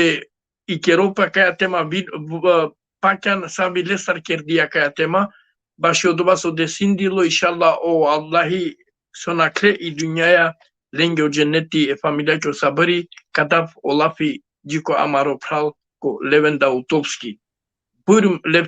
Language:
Balkan Romani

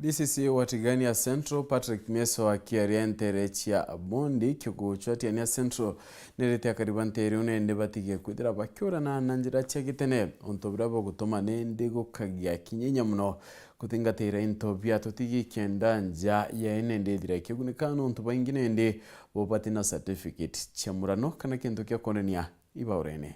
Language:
Meru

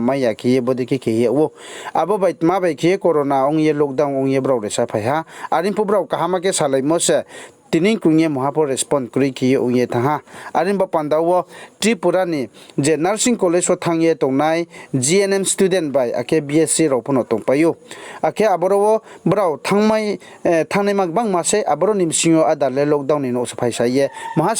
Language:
Riang (India)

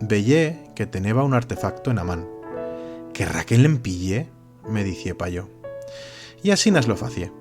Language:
Aragonese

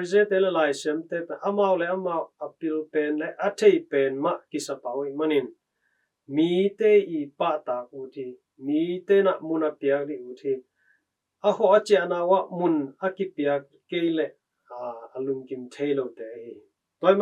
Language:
Tedim Chin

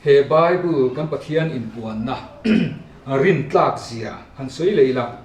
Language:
Mizo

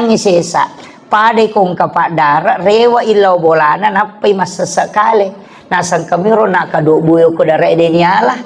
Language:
Buginese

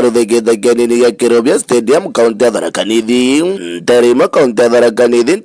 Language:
Meru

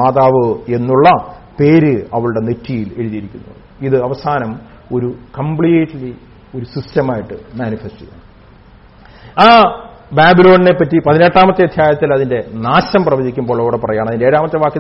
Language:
Malayalam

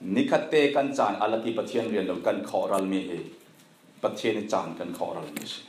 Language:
Falam Chin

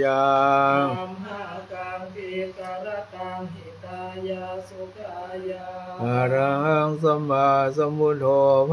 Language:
Pali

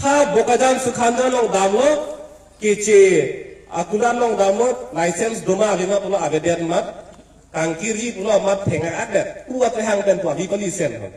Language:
Karbi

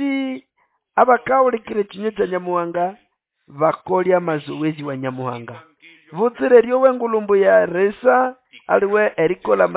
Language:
Nande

